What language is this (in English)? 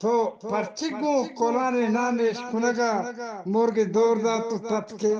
Eastern Balochi